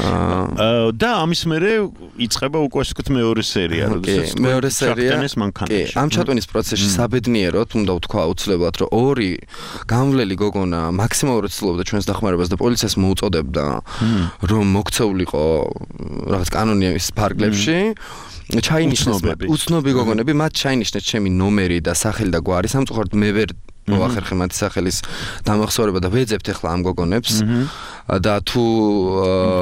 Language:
Georgian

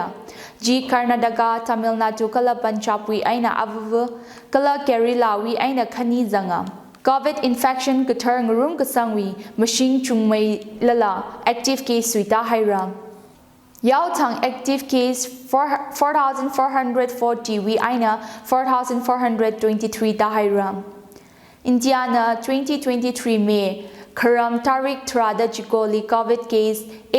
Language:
Tangkhul Naga (India)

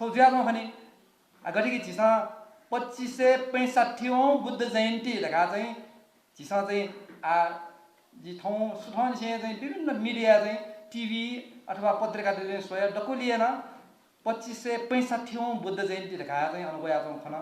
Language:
Newari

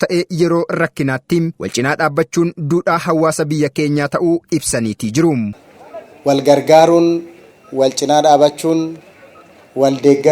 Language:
Oromo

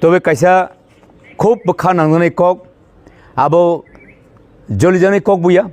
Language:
Kok Borok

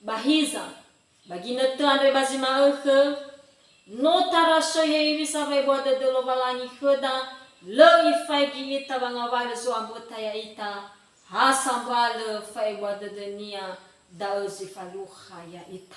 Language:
Nias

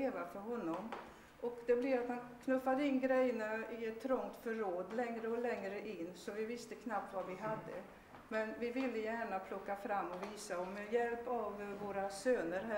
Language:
Swedish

